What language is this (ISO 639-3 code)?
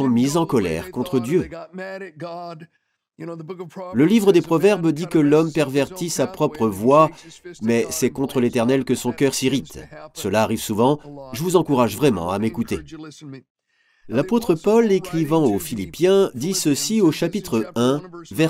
fra